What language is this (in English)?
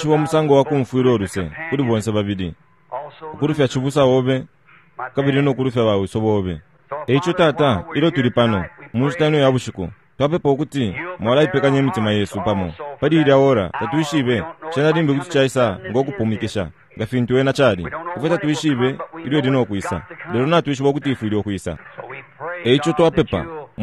Bemba